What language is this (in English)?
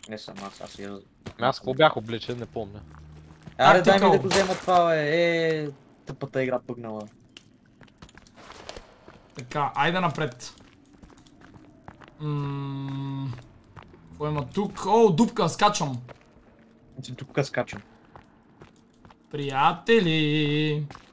Bulgarian